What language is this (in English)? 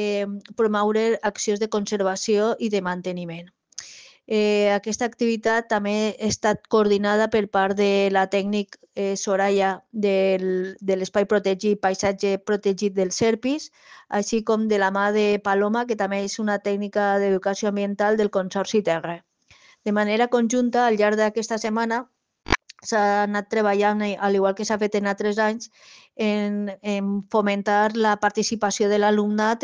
Catalan